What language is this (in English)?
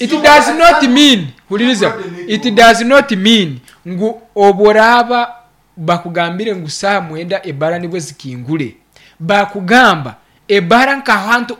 Nyoro